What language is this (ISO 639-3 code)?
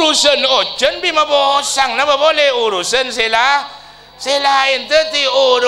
mad